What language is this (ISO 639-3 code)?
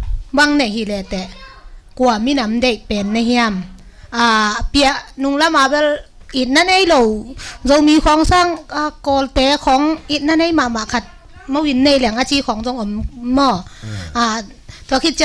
ctd